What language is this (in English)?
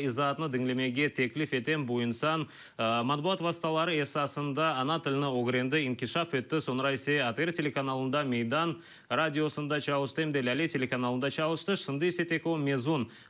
Crimean Tatar